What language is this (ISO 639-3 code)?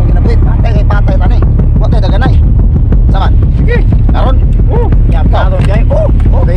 ceb